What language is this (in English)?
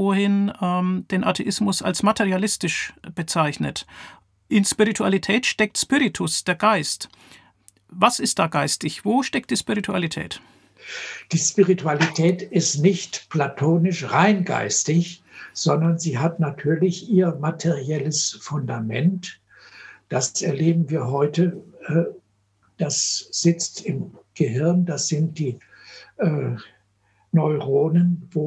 German